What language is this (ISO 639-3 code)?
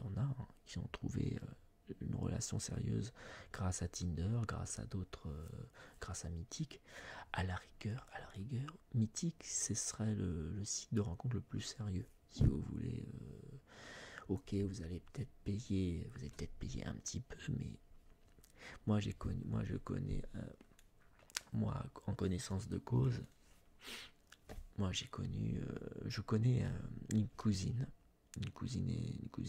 fra